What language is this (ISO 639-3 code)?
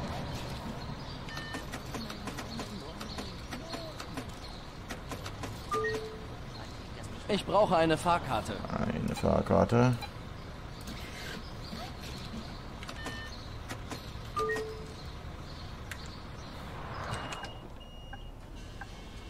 deu